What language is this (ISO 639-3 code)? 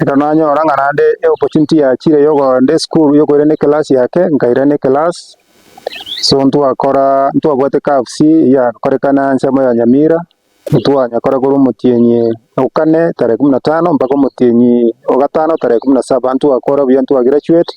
guz